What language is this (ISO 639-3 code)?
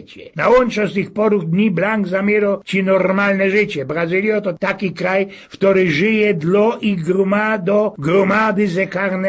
szl